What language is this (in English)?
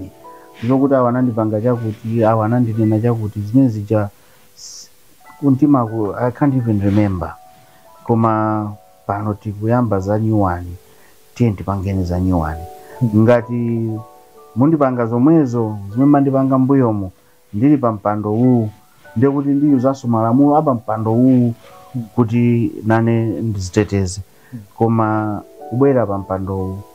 Nyanja